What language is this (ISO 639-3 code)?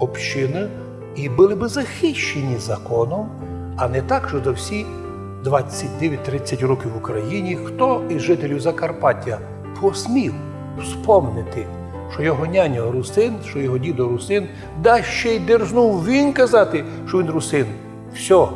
rue